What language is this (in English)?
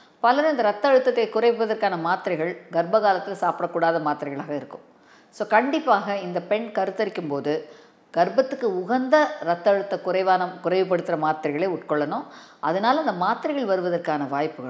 Tamil